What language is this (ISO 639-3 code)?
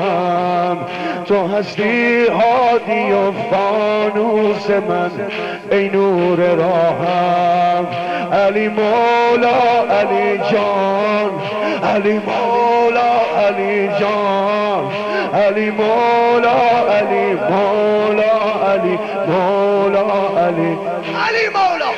fas